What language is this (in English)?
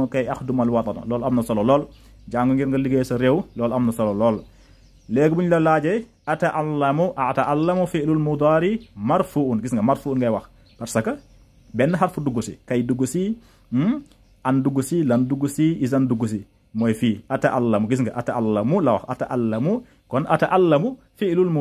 Wolof